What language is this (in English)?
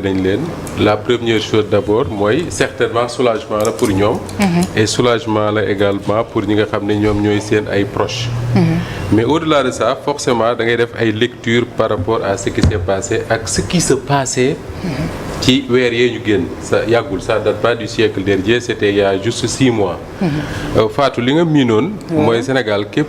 Wolof